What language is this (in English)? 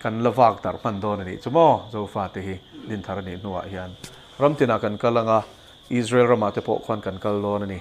Mizo